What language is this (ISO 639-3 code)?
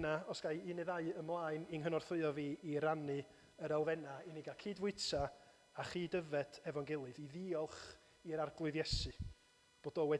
cym